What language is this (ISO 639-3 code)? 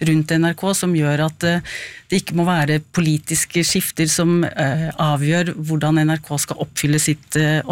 nor